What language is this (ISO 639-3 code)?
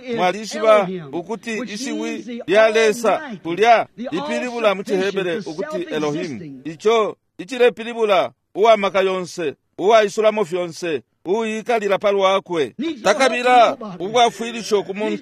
bem